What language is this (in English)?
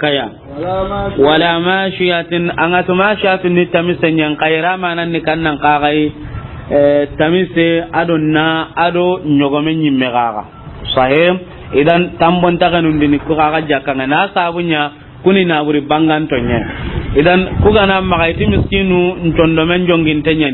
Soninke